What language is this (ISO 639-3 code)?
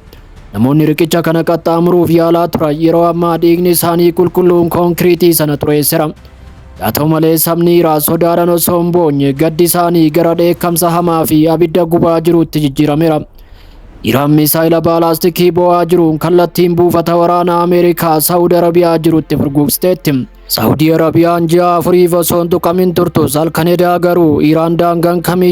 orm